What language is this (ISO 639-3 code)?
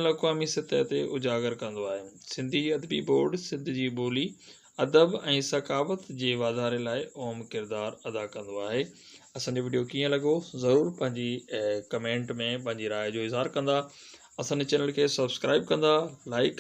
snd